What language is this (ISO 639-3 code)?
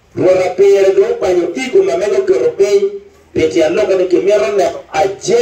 ach